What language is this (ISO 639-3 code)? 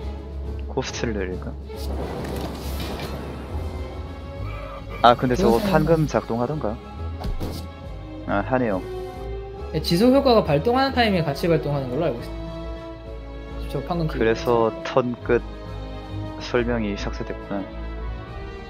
kor